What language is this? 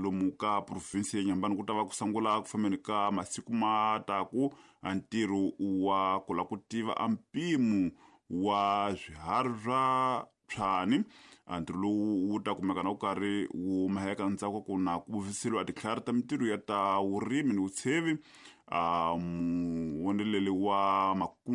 Tsonga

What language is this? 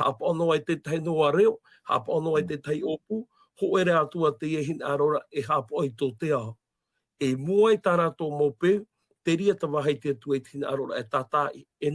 Tahitian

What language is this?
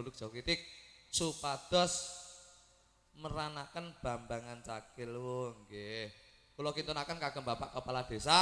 Javanese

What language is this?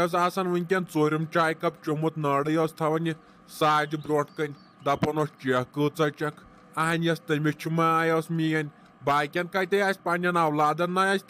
Kashmiri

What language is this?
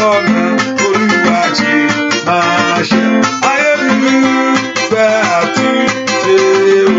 Yoruba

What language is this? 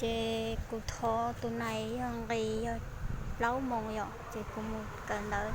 Hmong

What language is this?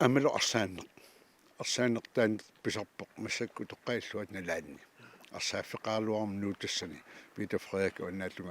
Kalaallisut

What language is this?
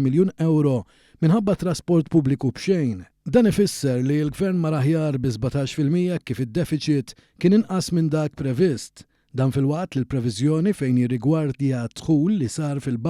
Maltese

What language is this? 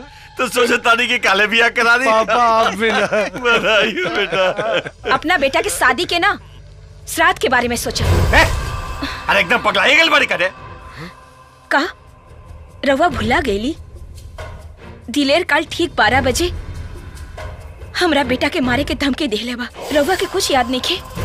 Bhojpuri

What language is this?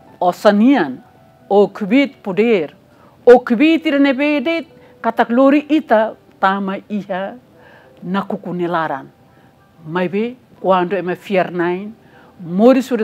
Tetum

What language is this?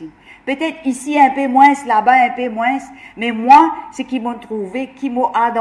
Morisyen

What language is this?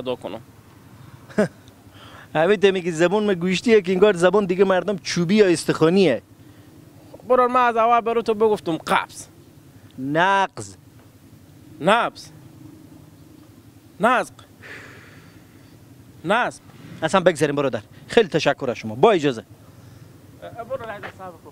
Persian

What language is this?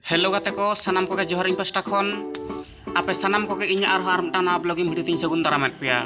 Santali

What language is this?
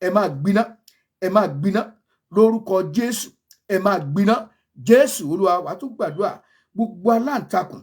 Yoruba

